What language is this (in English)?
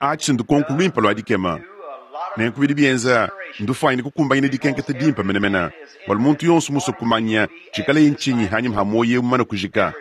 Luba-Lulua